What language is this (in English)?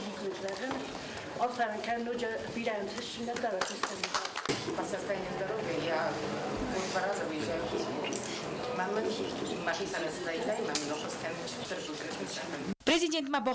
Ossetic